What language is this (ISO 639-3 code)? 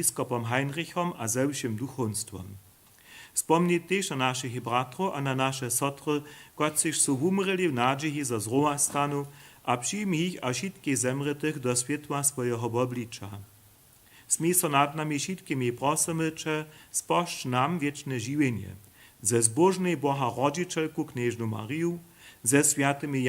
hsb